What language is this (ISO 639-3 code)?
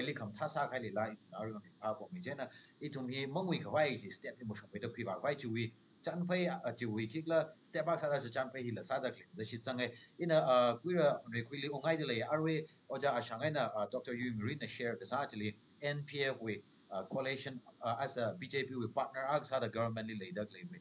nmf